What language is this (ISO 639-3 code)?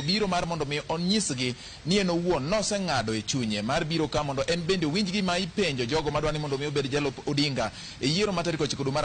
luo